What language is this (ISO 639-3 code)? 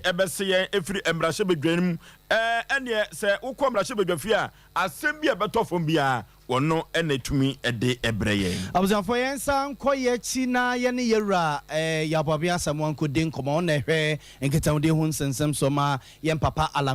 aka